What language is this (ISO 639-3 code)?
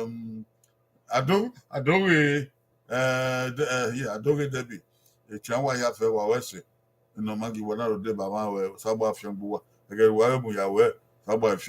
bin